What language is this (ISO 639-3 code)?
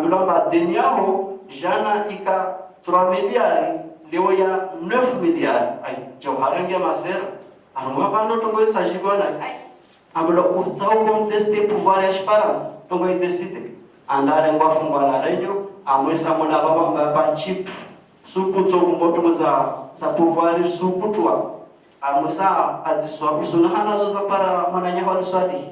zdj